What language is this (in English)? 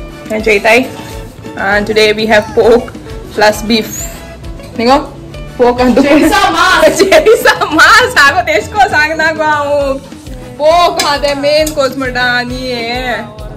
Konkani